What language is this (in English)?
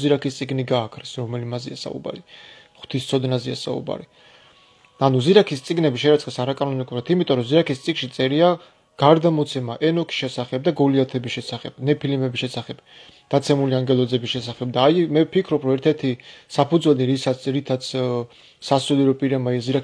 Georgian